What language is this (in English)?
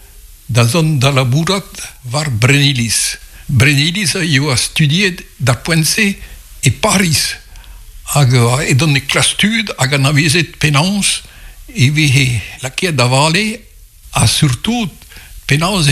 Breton